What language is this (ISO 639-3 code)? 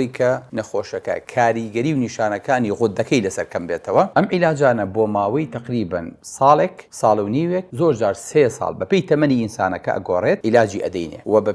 ckb